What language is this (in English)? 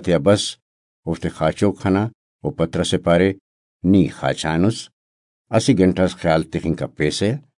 Brahui